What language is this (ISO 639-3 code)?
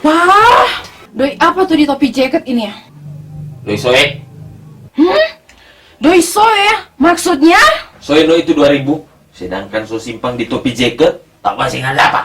xmm